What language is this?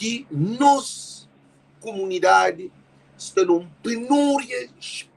Kabuverdianu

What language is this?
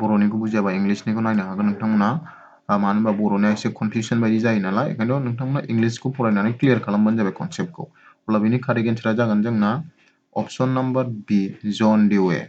Bodo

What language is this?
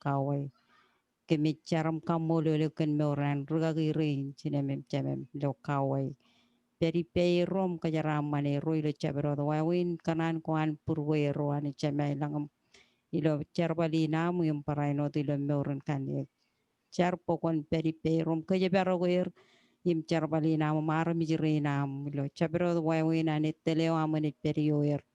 Marshallese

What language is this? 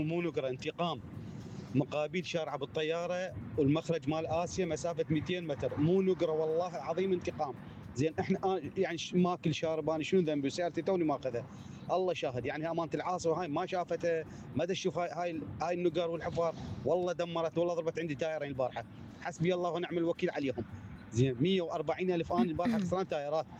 Mesopotamian Arabic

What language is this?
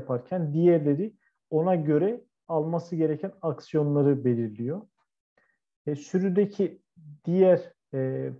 Turkish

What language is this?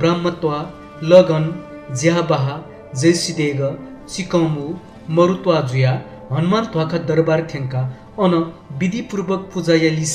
Newari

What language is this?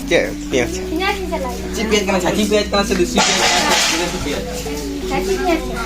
Santali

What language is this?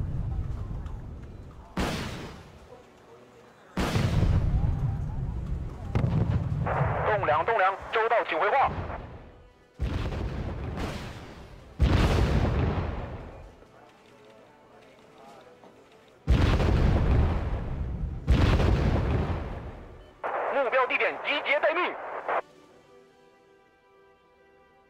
Chinese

